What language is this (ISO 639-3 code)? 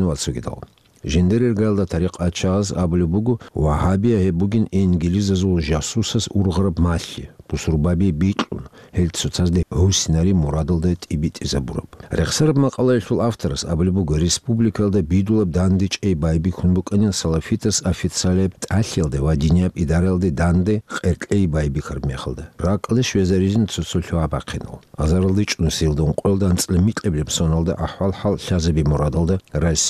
ava